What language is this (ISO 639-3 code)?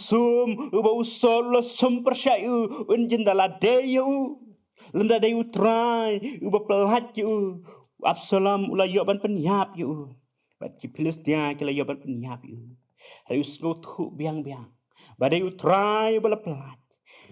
kha